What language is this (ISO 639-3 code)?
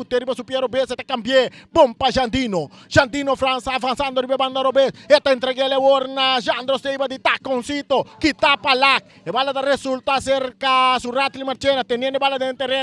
pap